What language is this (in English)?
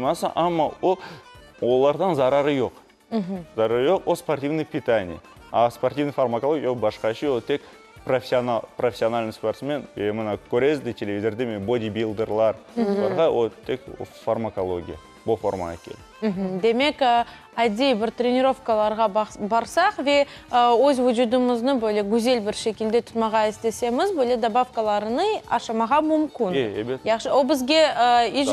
Crimean Tatar